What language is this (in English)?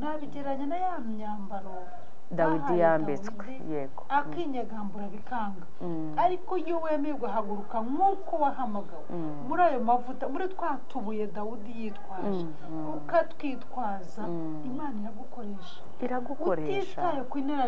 Kinyarwanda